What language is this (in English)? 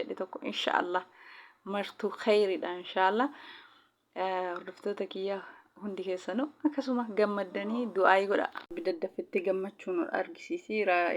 Oromo